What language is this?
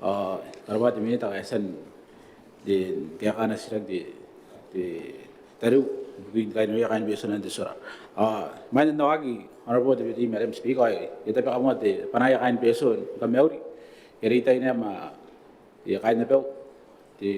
Gilbertese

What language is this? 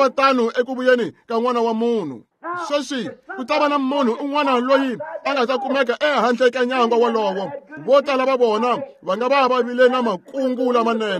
Tsonga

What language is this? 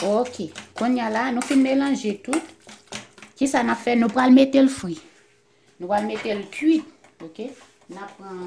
Haitian Creole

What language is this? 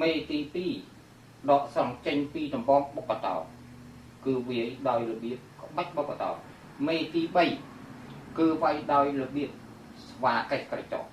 Khmer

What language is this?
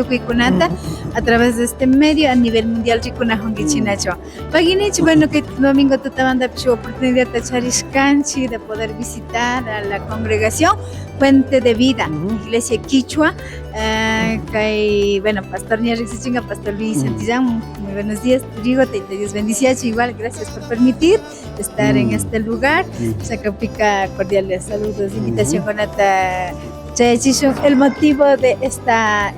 Imbabura Highland Quichua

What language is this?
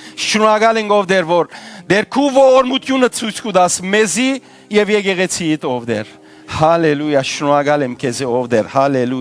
Western Armenian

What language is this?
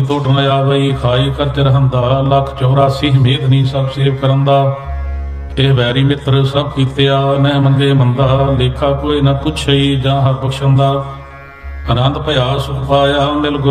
Punjabi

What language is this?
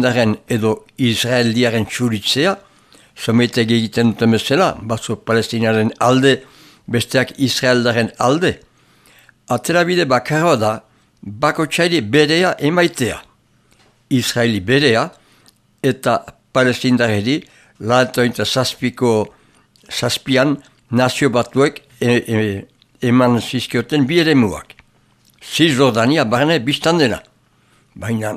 Basque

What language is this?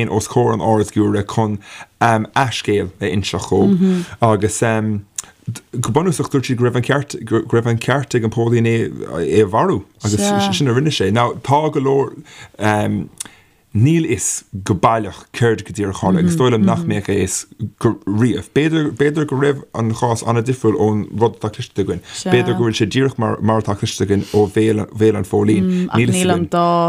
Irish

